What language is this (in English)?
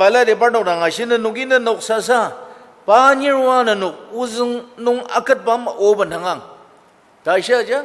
Ao Naga